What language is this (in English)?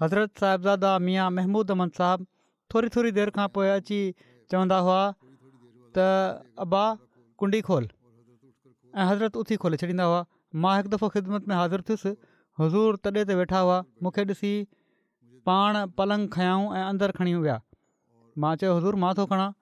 Sindhi